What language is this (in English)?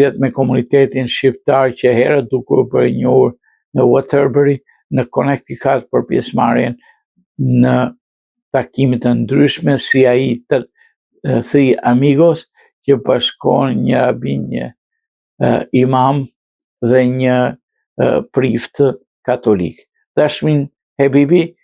Albanian